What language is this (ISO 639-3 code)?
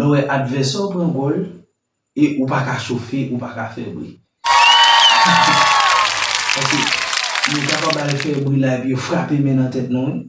hat